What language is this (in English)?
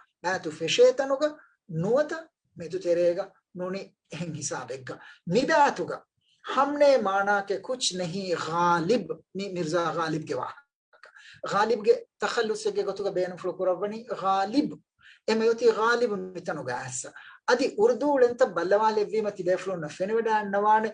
Divehi